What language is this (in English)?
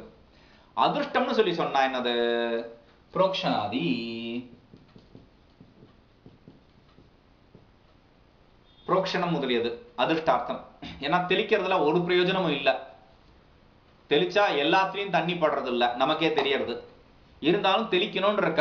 Tamil